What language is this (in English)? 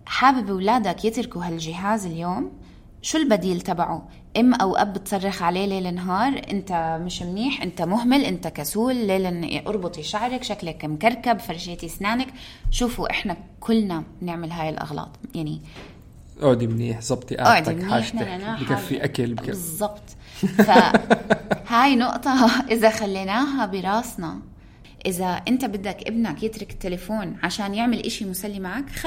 North Levantine Arabic